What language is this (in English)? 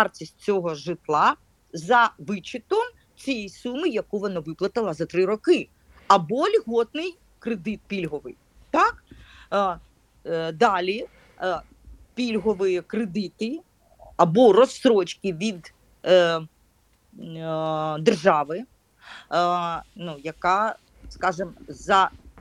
Ukrainian